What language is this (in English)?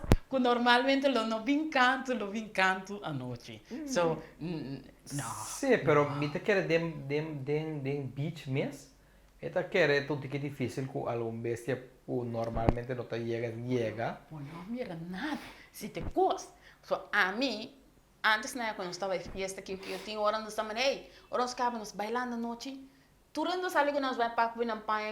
Papiamento